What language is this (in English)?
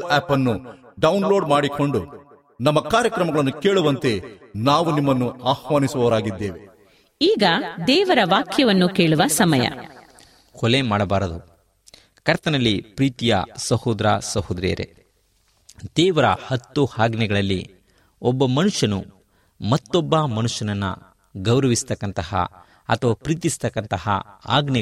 Kannada